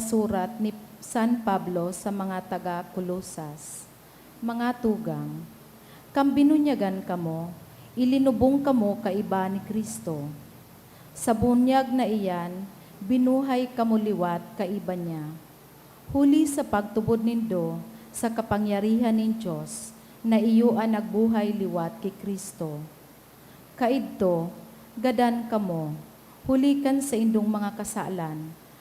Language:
Bikol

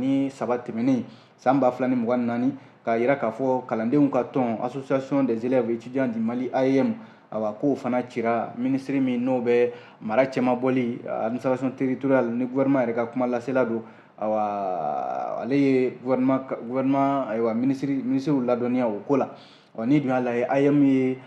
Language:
Bambara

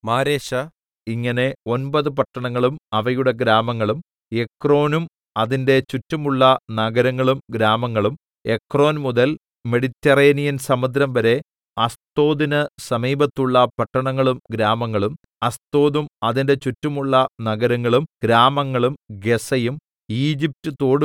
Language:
Malayalam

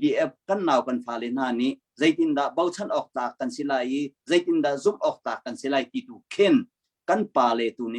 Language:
Hakha Chin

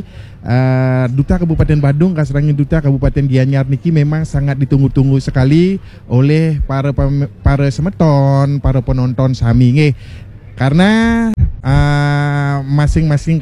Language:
Balinese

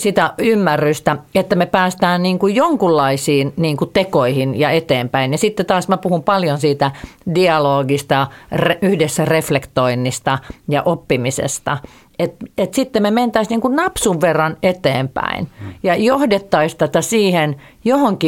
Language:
Finnish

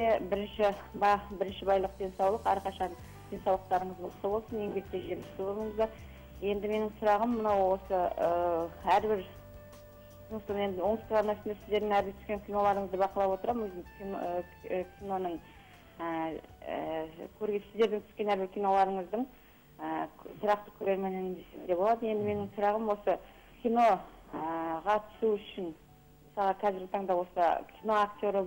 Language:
Kazakh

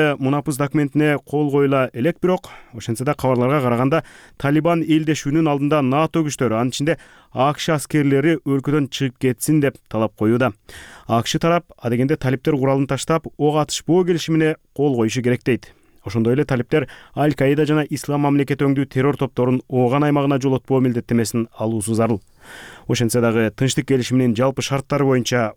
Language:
Kyrgyz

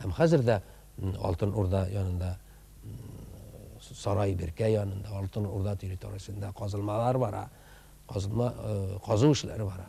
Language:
Tatar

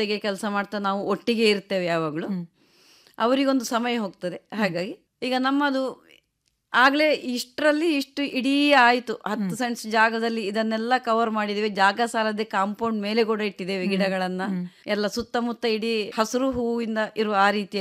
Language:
Kannada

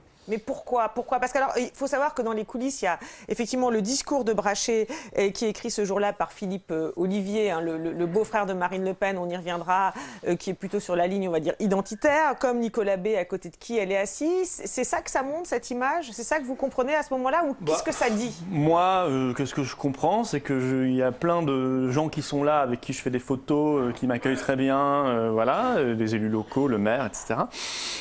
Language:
French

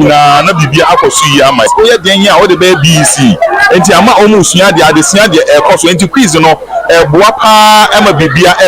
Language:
Akan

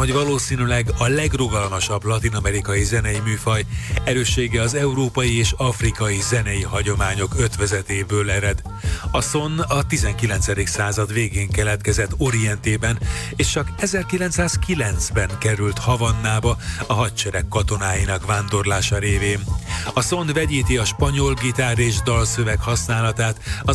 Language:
Hungarian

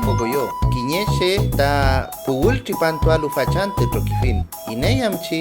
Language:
Mapuche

